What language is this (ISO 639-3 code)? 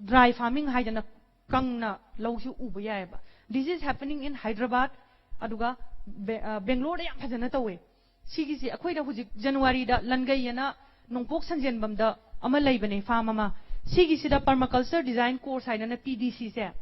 mni